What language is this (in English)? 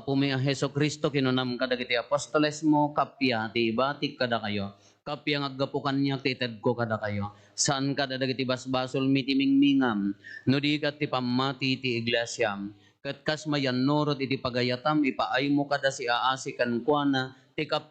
Iloko